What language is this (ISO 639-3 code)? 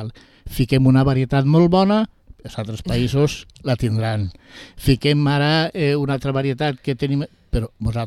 cat